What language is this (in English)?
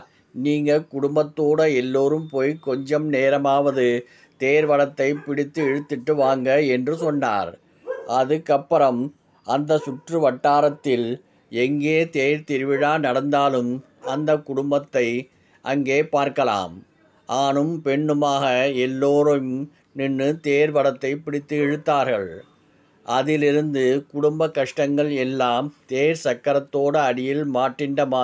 Tamil